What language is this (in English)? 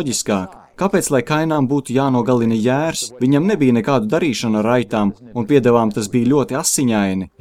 Latvian